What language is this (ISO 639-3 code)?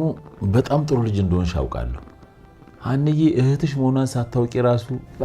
amh